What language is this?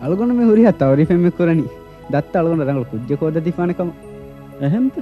Divehi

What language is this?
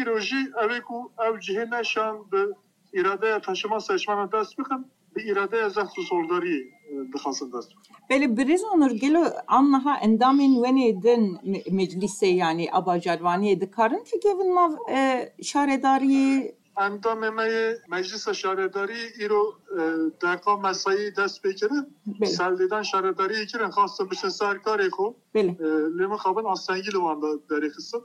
Kurdish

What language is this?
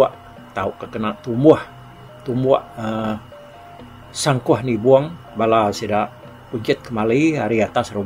Iban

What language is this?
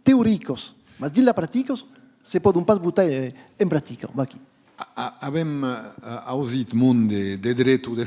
Occitan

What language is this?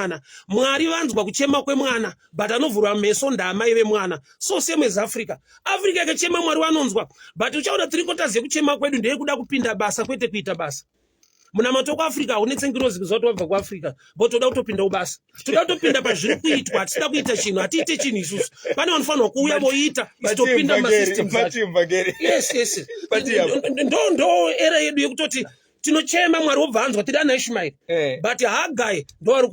Shona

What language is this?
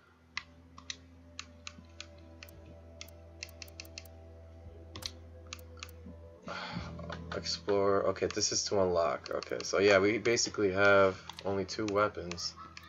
English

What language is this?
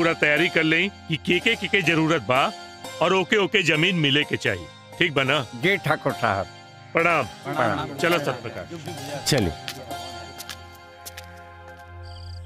Bhojpuri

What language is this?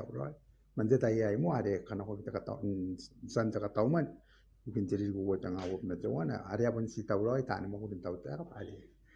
Gilbertese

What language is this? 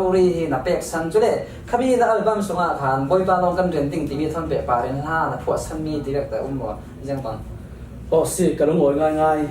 Falam Chin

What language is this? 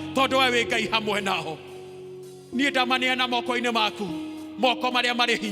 Kikuyu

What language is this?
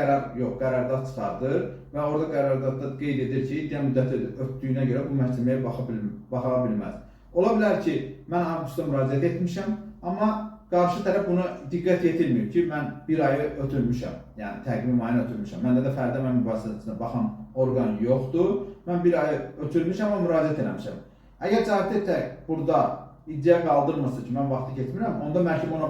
Azerbaijani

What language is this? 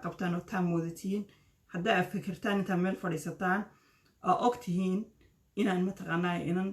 Somali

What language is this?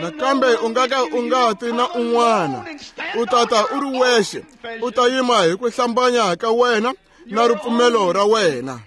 Tsonga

